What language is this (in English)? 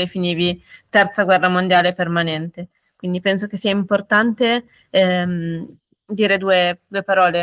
Italian